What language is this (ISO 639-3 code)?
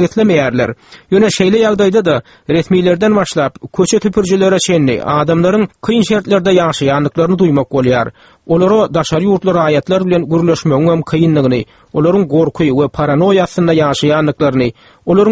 tuk